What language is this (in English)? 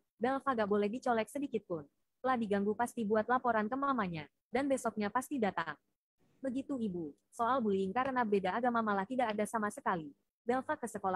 Indonesian